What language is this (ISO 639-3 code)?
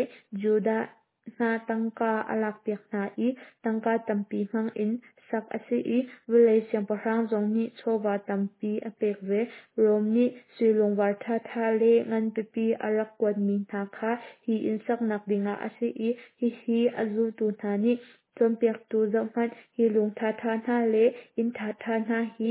cnh